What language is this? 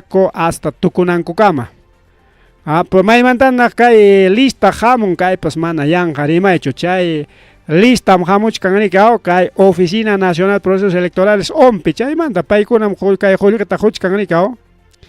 Ayacucho Quechua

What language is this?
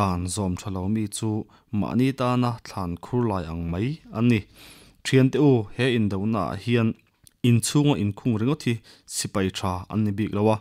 Mizo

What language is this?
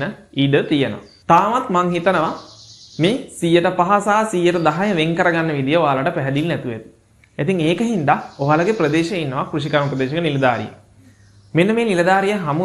Sinhala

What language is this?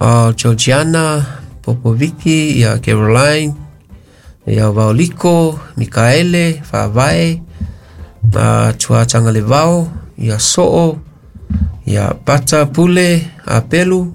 Samoan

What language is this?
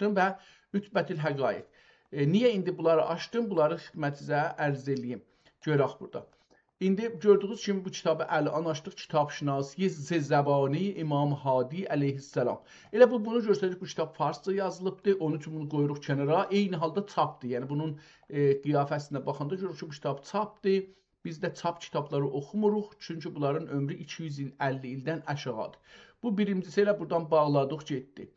South Azerbaijani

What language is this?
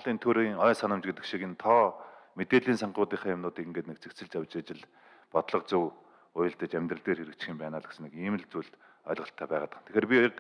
Mongolian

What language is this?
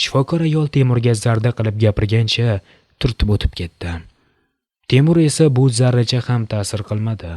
Uzbek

